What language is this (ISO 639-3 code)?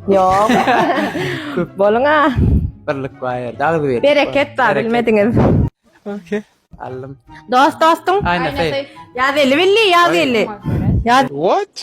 tuk